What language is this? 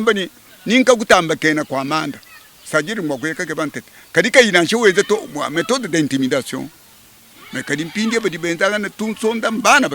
Luba-Lulua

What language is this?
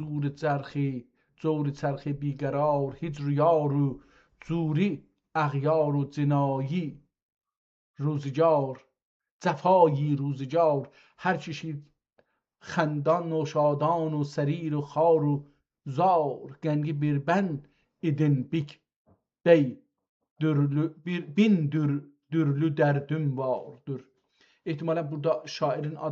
South Azerbaijani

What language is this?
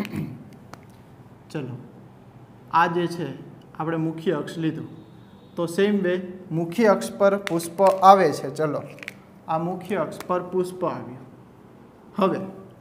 Gujarati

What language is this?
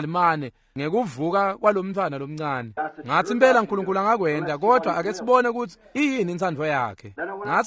Swati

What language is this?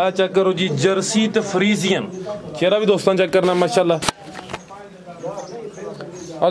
Punjabi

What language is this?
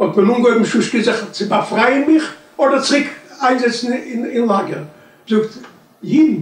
Yiddish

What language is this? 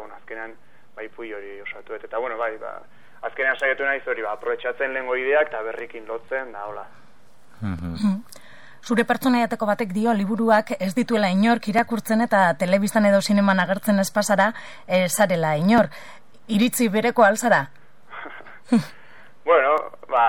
Basque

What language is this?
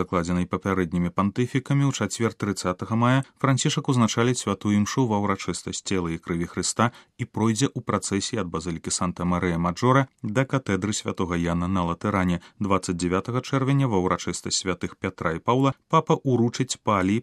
Belarusian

